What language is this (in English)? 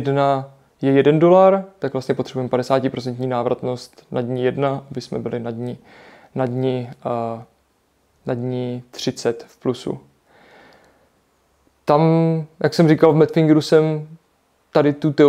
Czech